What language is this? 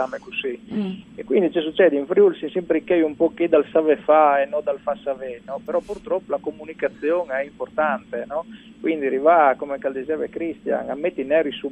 Friulian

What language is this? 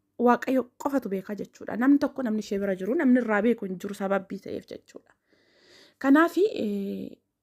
Oromo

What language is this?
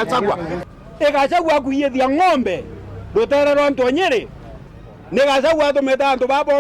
Meru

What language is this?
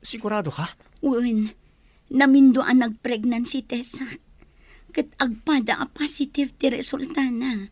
Iloko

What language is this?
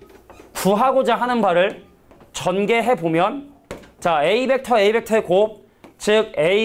Korean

